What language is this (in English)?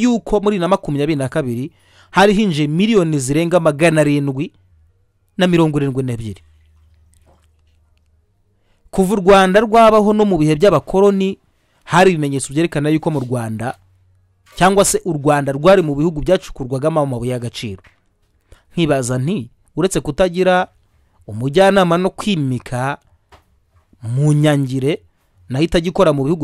Kinyarwanda